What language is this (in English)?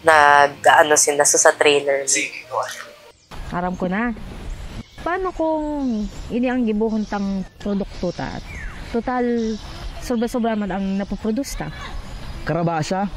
Bikol